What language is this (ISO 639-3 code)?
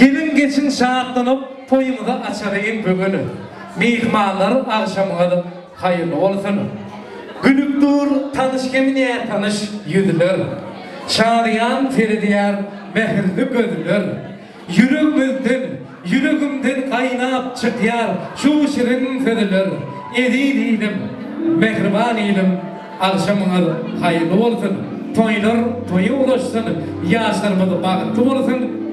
tuk